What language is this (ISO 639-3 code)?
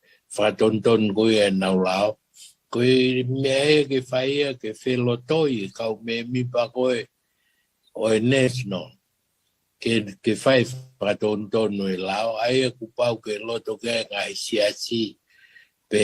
ton